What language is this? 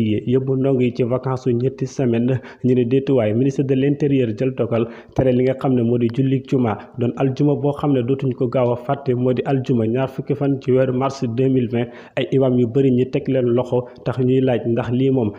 Wolof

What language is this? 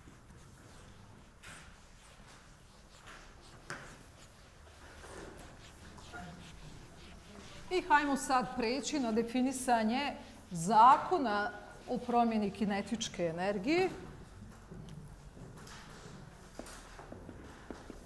Bosnian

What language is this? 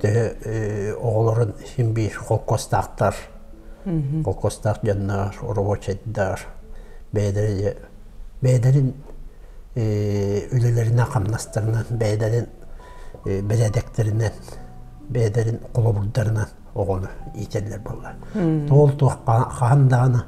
Yakut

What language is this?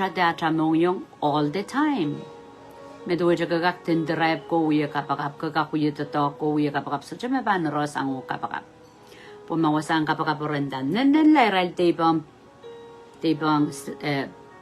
Pohnpeian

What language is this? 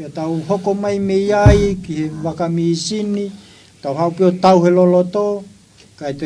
Tongan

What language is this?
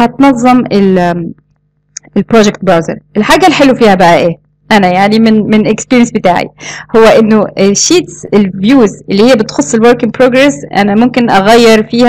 Egyptian Arabic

